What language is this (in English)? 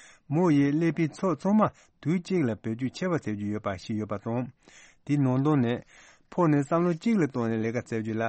Tibetan